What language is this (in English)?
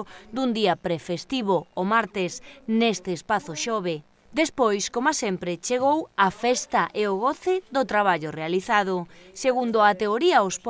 Galician